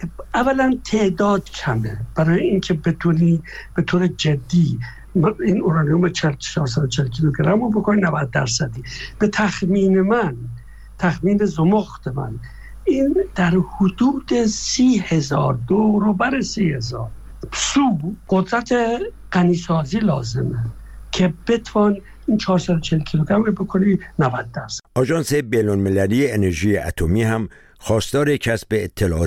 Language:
Persian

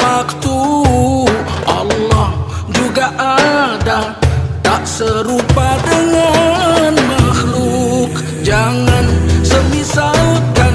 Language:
Indonesian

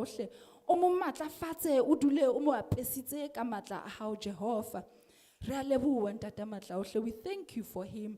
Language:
Southern Sotho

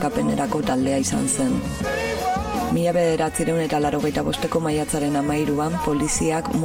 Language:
Basque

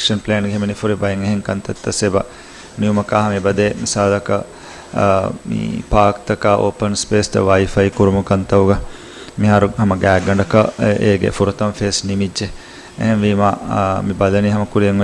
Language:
Divehi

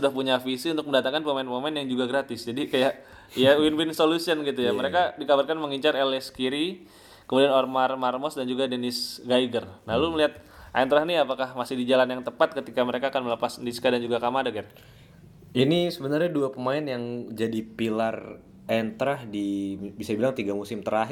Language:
Indonesian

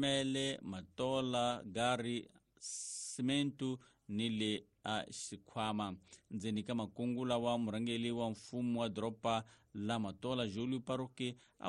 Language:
Tsonga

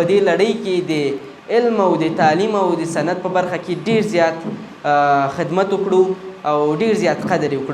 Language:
Pashto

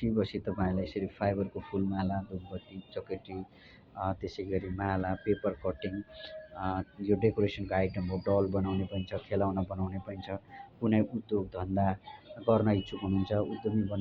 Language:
Nepali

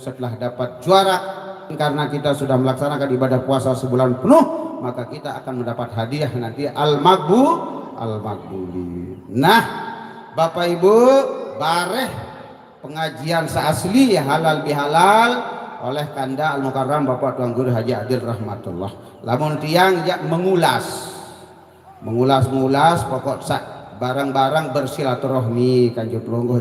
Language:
Sasak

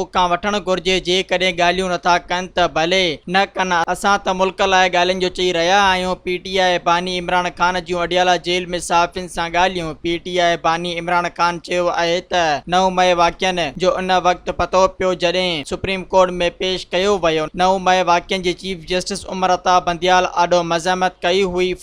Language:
Sindhi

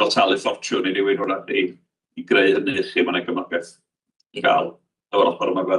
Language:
Welsh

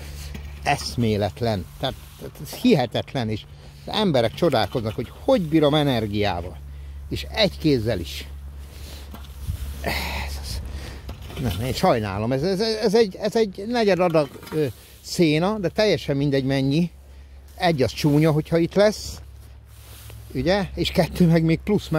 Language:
Hungarian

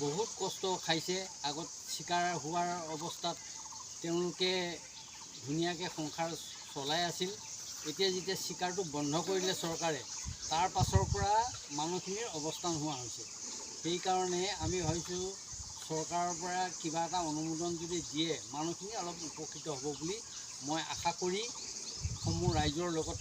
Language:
Assamese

